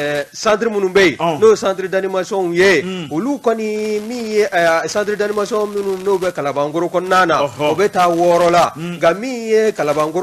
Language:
Bambara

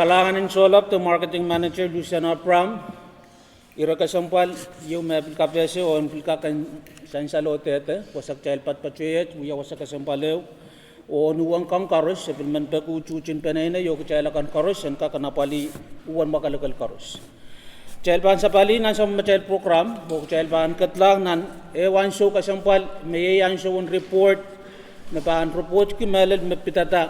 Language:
Pohnpeian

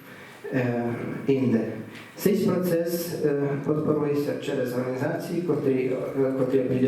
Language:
Rusyn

